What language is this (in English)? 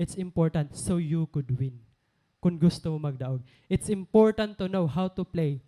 Waray